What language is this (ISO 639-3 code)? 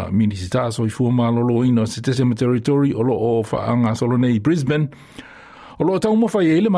smo